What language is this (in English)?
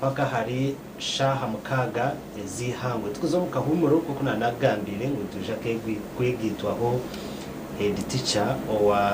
Nyankole